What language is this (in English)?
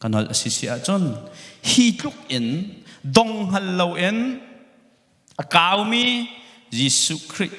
Hakha Chin